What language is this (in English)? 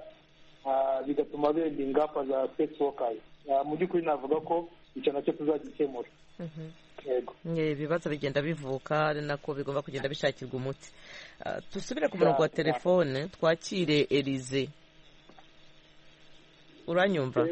Kinyarwanda